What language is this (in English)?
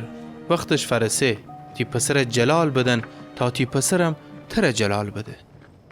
Gilaki